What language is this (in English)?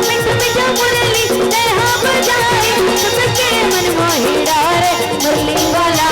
Chhattisgarhi